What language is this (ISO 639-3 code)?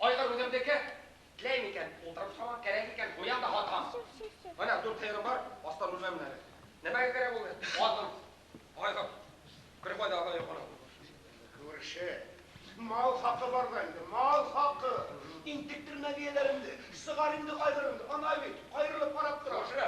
bak